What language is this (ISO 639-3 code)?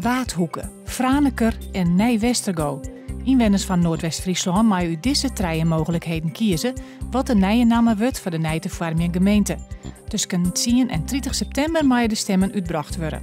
fry